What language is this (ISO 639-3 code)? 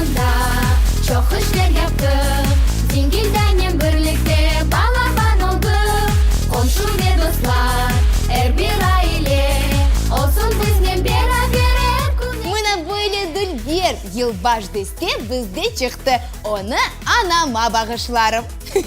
crh